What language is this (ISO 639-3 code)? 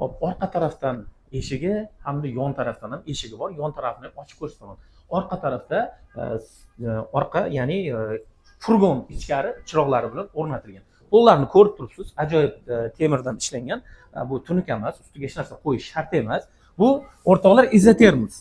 uzb